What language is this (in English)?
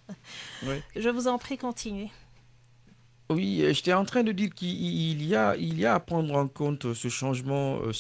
French